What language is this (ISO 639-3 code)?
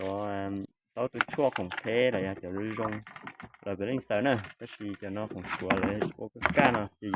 hmn